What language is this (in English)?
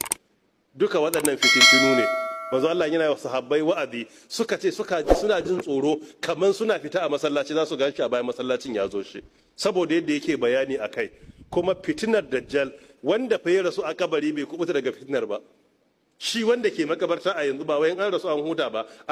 Hausa